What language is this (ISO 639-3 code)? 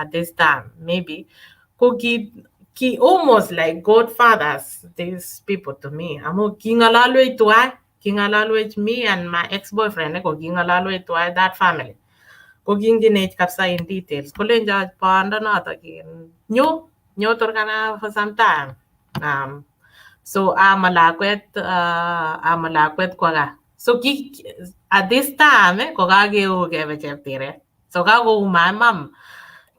kln